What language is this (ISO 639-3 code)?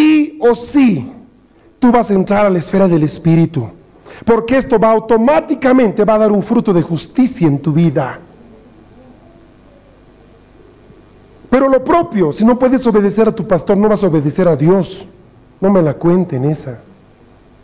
spa